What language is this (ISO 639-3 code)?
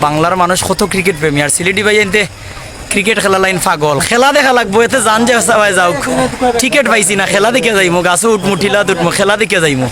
syl